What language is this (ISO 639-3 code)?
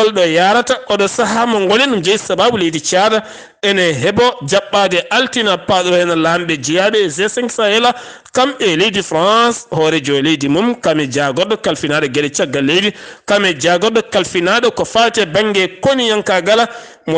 ful